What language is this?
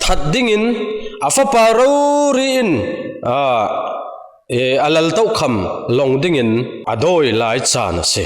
Falam Chin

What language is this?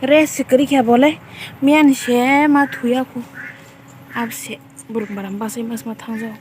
Kok Borok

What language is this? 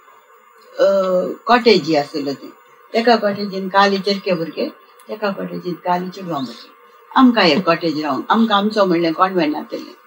Konkani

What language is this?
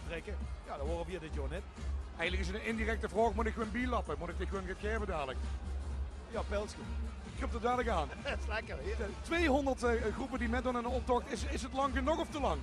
Limburgish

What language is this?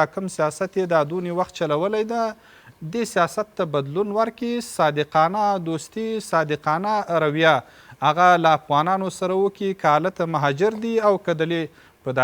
Pashto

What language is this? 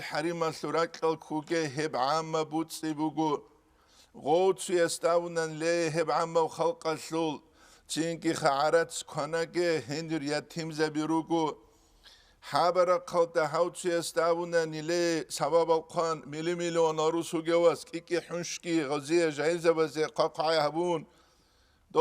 Avaric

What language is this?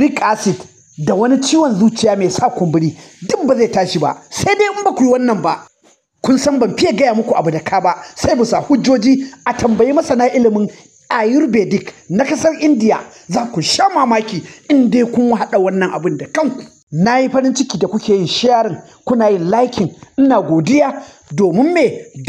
Hausa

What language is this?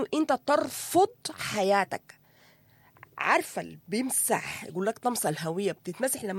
Sudanese Arabic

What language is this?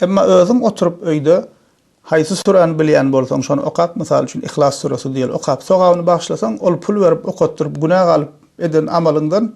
Turkmen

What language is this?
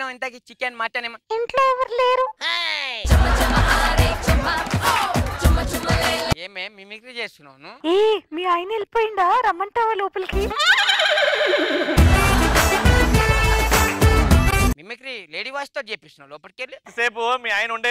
Telugu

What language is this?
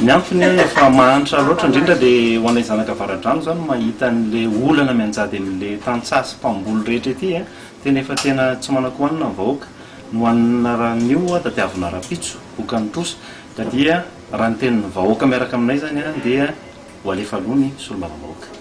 Malagasy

